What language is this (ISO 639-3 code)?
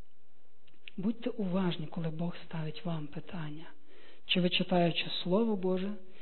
ukr